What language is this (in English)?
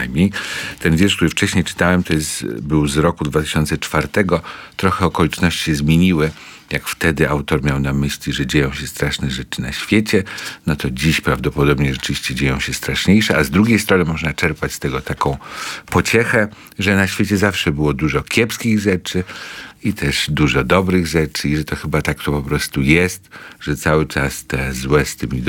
Polish